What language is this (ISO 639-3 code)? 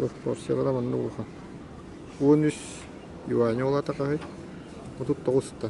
sah